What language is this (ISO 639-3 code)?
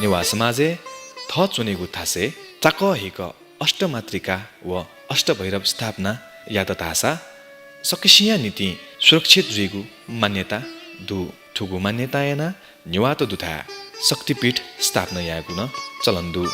new